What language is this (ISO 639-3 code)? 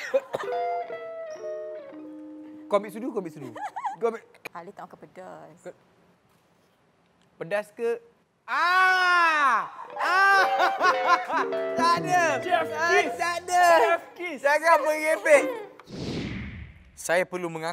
msa